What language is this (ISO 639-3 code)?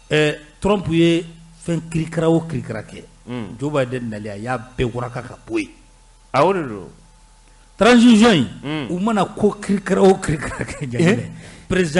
bam